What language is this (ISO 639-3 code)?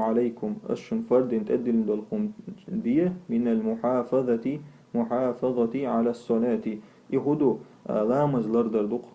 che